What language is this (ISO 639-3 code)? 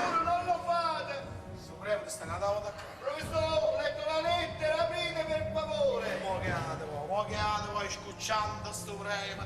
nap